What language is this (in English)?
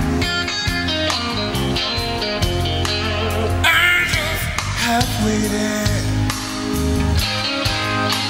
English